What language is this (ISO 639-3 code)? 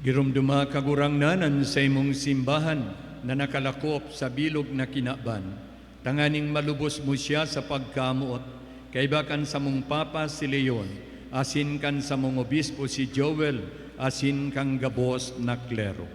bik